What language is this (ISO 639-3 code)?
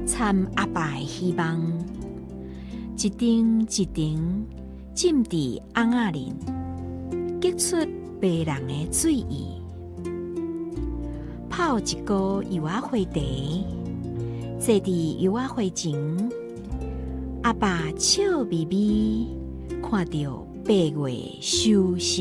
nan